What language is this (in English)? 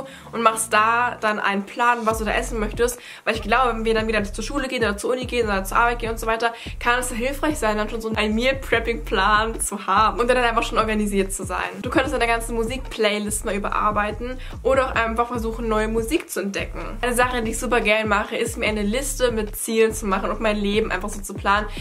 German